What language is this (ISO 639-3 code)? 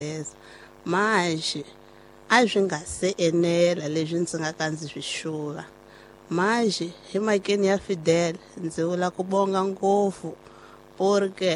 tso